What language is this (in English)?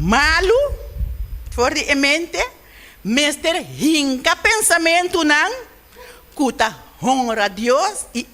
Papiamento